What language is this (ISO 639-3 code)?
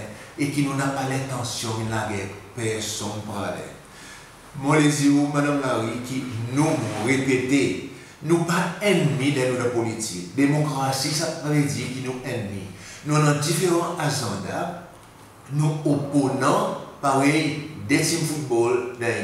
crs